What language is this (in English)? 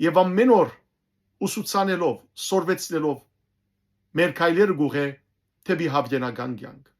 Western Armenian